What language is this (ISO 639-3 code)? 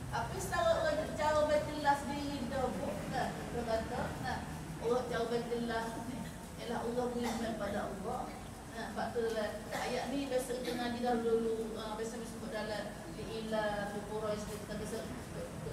msa